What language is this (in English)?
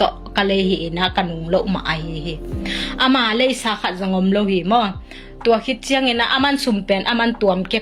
Tedim Chin